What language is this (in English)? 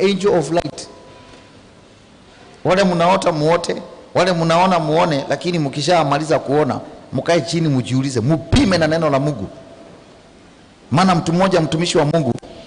Swahili